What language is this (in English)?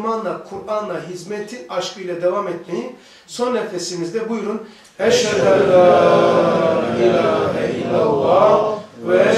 Turkish